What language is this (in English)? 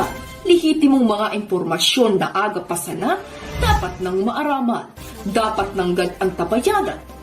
Bikol